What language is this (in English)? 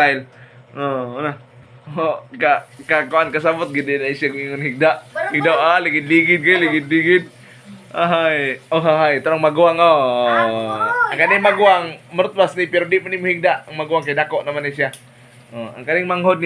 Cebuano